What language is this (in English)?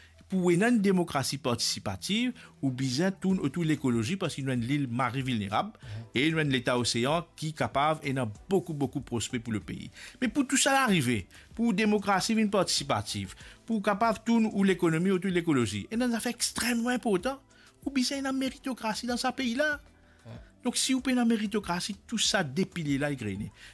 Morisyen